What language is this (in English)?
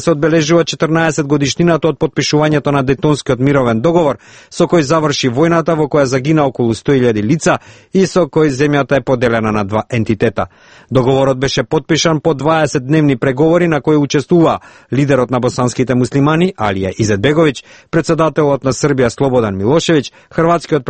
Macedonian